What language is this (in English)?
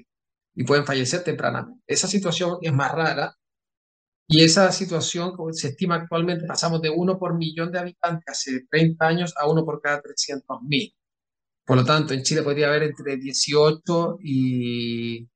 Spanish